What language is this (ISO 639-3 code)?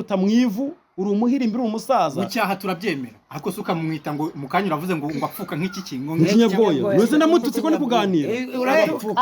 kin